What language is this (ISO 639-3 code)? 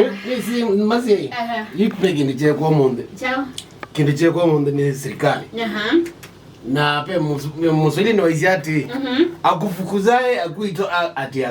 kam